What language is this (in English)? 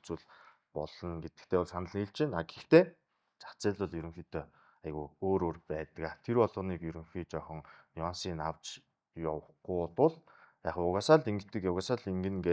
Mongolian